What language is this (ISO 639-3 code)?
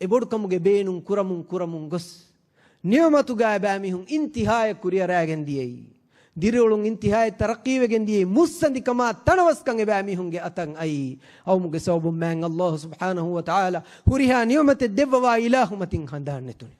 div